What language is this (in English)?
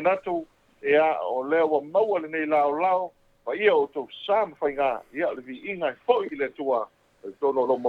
Samoan